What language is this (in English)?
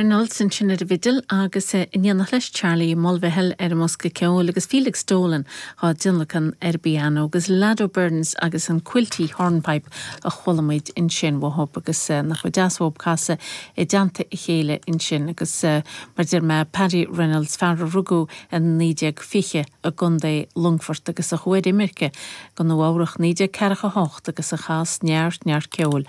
Irish